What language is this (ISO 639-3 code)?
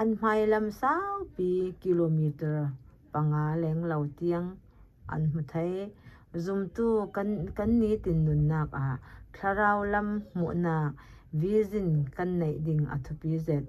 cfm